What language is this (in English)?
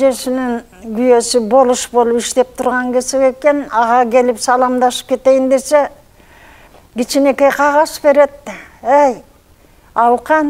Kyrgyz